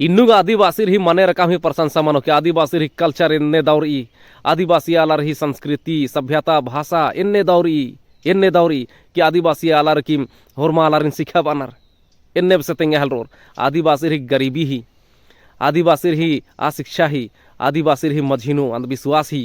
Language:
Kurukh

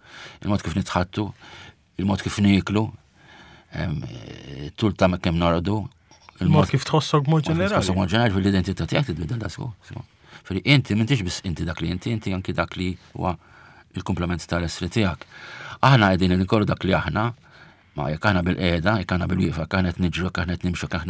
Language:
Maltese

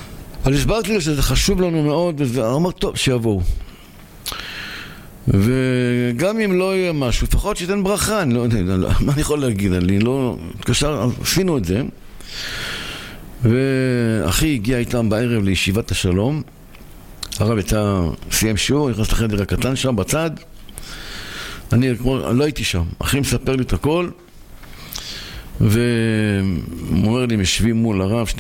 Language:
Hebrew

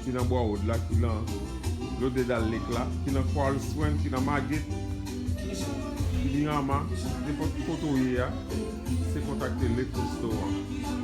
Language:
Haitian Creole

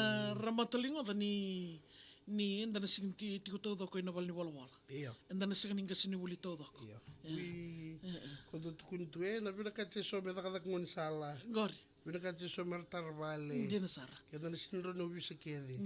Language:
Fijian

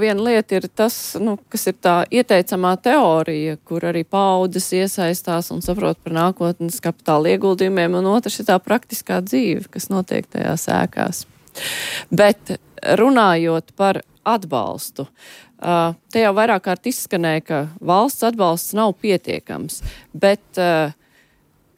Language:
Latvian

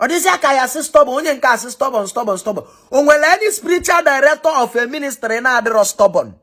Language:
Igbo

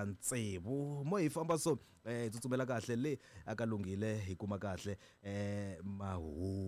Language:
Tsonga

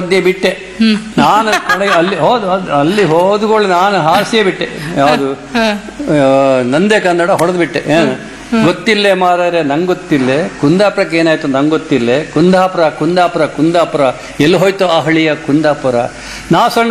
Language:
Kannada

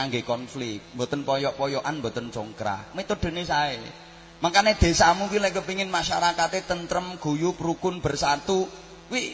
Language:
Javanese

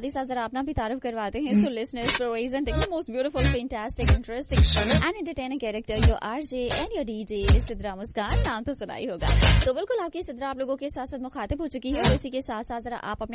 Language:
Urdu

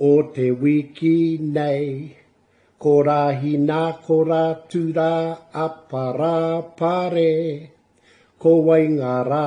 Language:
Māori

